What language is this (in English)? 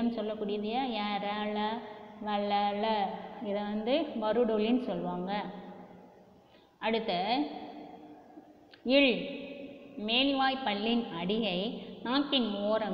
Tamil